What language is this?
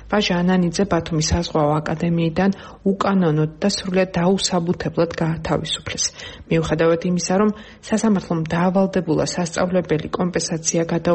Georgian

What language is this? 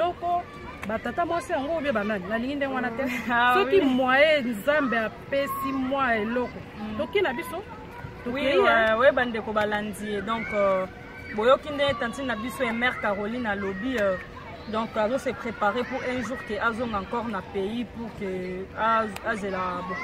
Lingala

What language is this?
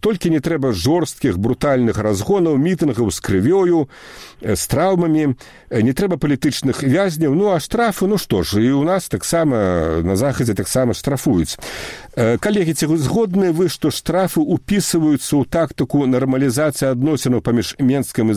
Belarusian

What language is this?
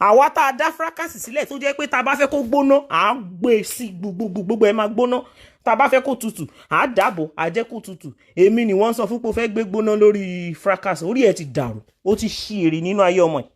Yoruba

